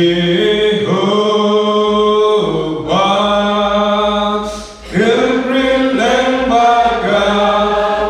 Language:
Khasi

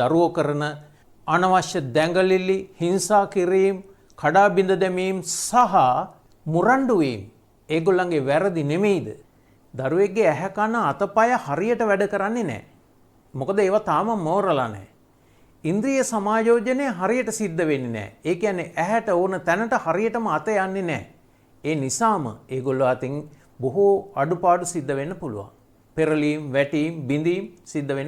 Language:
Sinhala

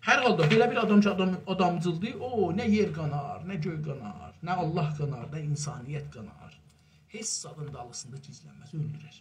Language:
South Azerbaijani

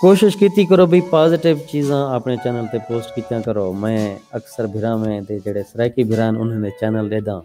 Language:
Saraiki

